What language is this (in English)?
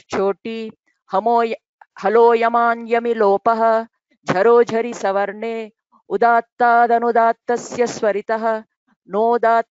Sanskrit